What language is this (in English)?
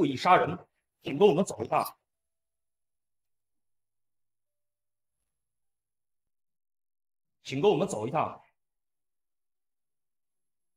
Chinese